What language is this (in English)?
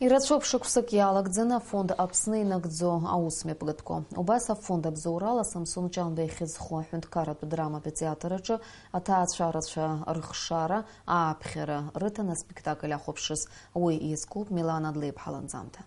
Abkhazian